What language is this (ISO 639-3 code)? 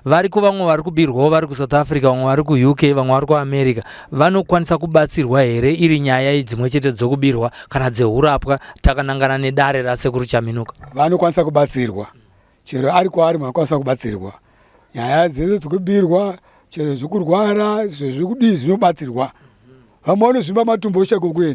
sna